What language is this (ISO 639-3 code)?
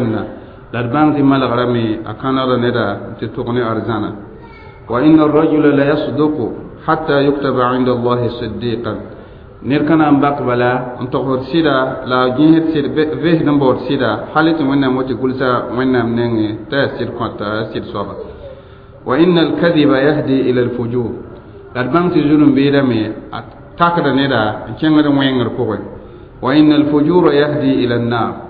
mos